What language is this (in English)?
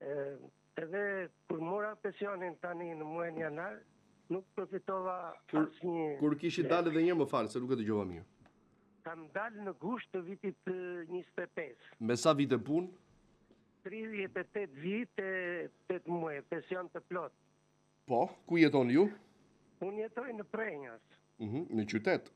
Albanian